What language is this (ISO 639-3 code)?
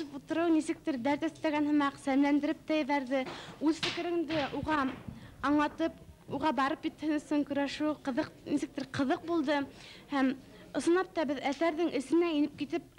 bak